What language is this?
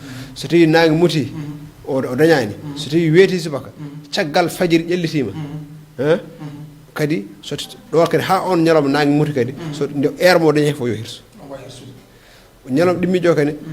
Fula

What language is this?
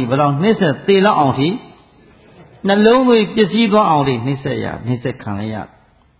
Burmese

